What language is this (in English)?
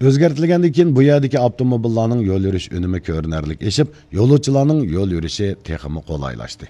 Uyghur